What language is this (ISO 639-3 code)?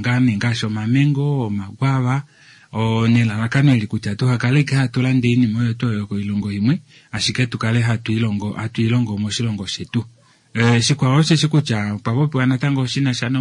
kua